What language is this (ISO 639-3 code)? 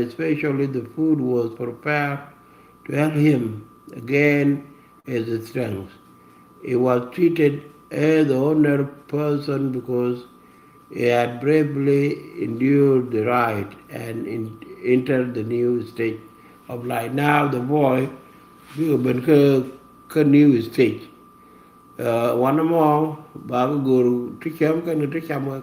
nus